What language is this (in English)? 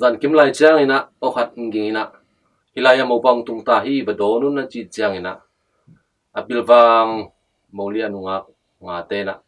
Tedim Chin